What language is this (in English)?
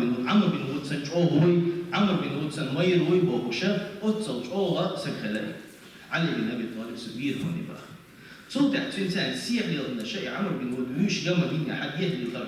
Chechen